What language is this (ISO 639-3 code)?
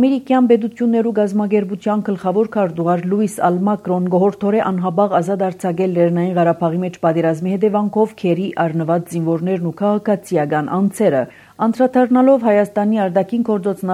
hye